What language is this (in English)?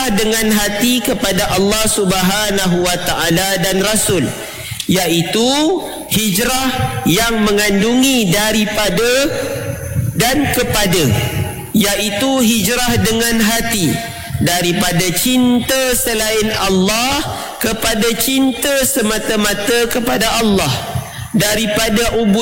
Malay